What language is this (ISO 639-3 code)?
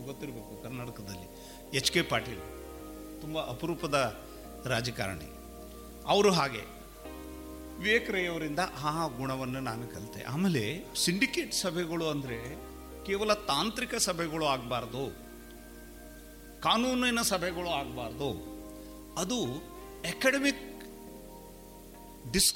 kan